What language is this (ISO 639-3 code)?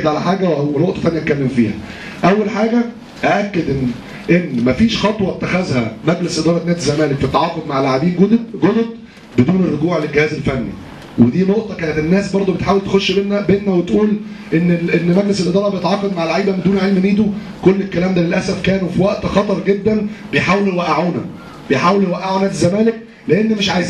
arz